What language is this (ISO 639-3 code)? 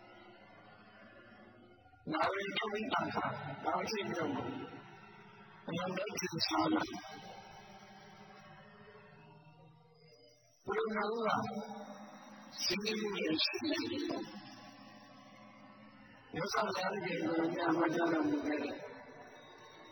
mya